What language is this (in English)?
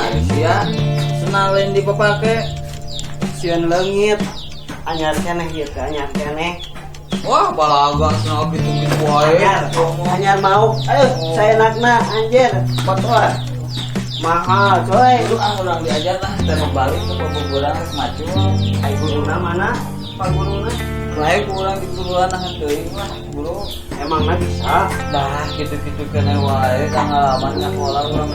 Sundanese